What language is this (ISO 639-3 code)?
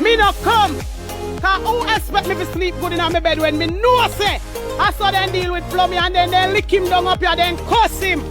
jam